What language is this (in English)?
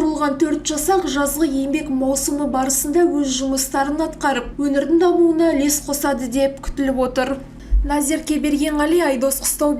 Kazakh